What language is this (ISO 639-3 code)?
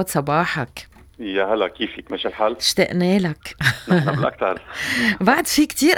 apc